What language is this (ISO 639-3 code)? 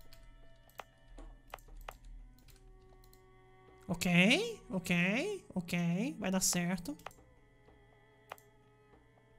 por